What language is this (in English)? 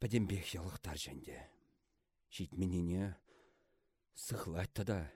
Chuvash